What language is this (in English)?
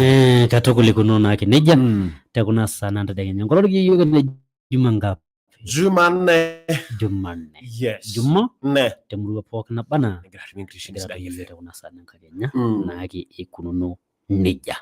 Masai